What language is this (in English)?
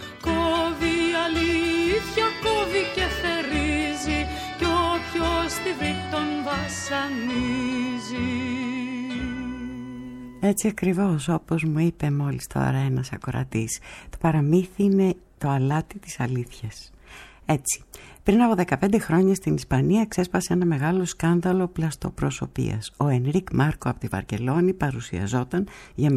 Greek